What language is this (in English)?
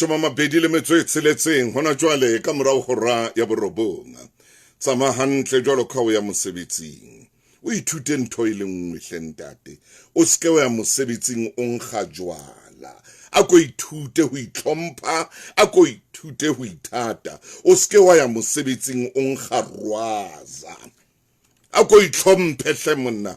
Southern Sotho